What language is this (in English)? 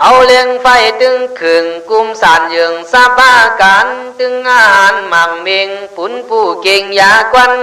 Khün